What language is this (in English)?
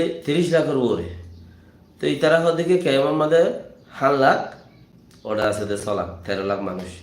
Rohingya